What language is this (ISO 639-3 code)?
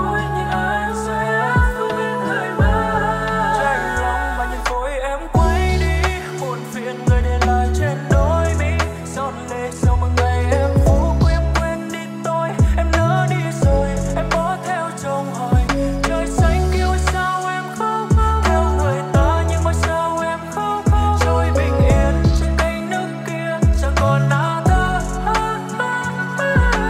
vie